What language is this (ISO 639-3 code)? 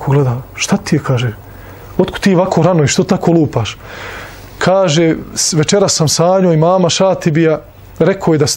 bos